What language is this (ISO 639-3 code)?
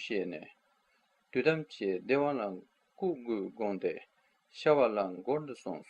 bod